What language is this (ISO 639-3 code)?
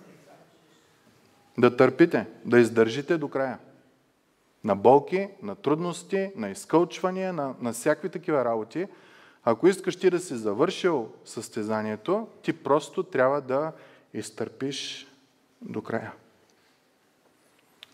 bul